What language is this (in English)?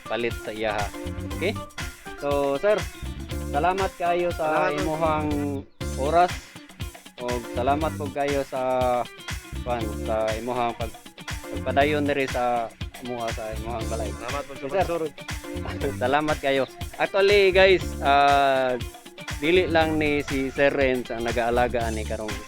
Cebuano